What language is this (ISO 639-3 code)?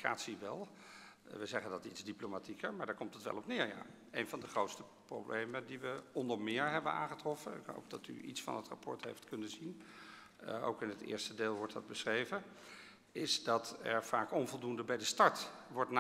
nld